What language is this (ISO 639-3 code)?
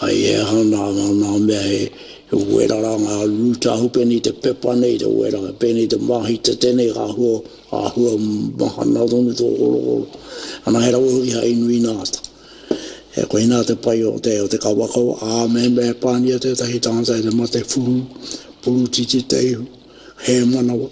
mri